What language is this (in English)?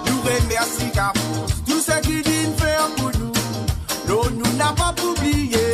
Morisyen